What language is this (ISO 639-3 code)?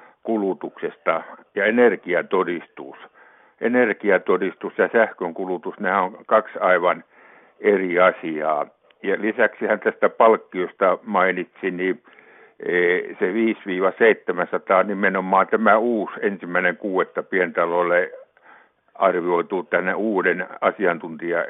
fin